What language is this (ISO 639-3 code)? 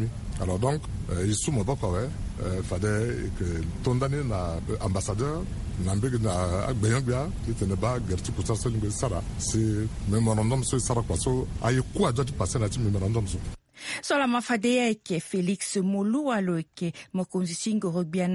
sag